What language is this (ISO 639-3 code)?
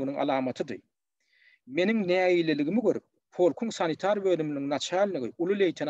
tuk